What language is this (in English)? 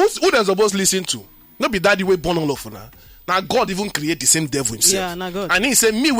Nigerian Pidgin